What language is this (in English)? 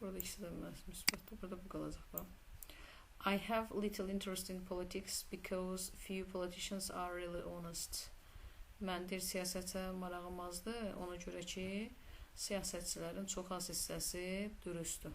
Azerbaijani